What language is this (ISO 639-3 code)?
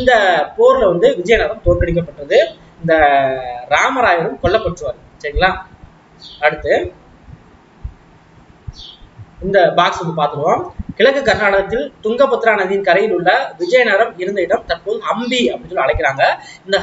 tam